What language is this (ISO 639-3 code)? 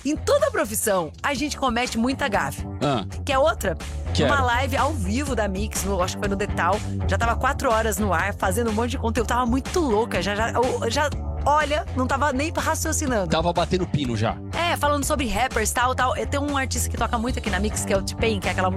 por